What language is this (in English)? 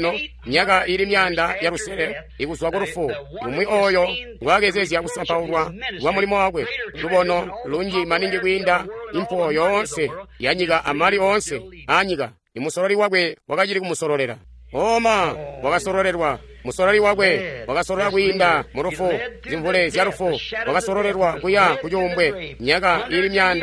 Tonga (Zambia)